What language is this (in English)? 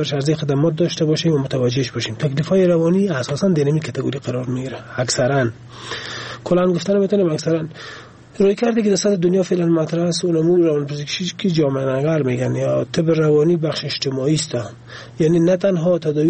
Persian